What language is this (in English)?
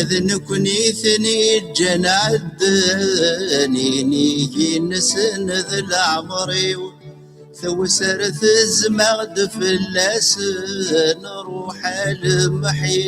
Kabyle